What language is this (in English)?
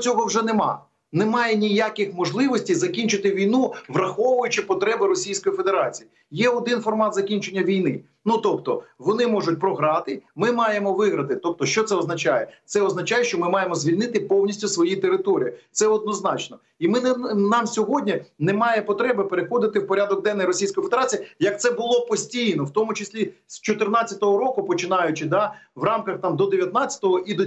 Ukrainian